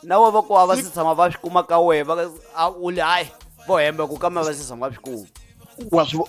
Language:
Tsonga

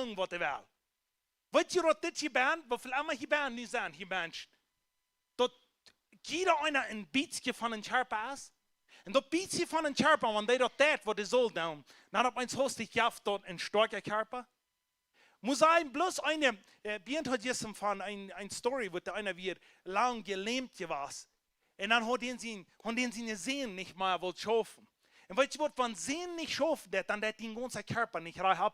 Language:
Plautdietsch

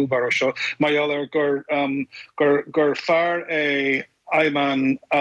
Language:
Irish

